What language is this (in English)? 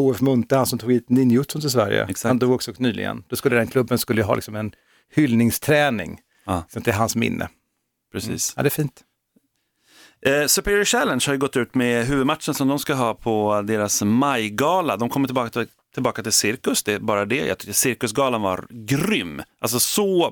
Swedish